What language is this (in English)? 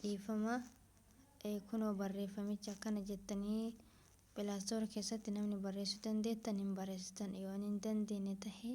Oromo